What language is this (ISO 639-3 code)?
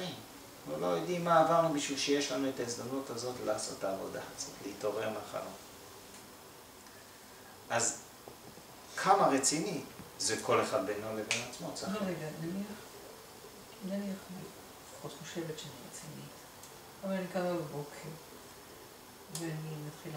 heb